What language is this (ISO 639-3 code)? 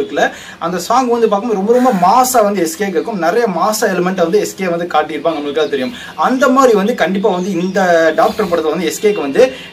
tam